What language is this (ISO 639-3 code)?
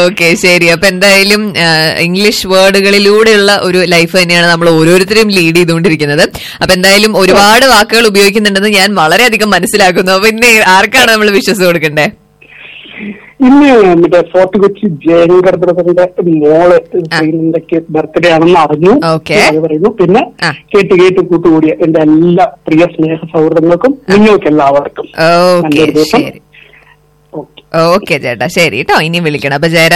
mal